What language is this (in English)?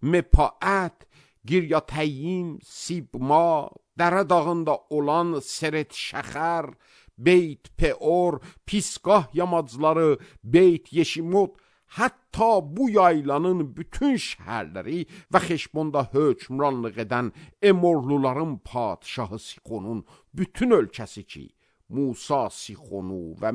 Azerbaijani